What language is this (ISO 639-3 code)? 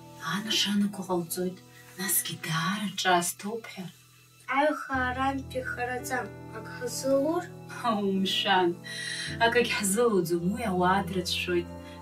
abk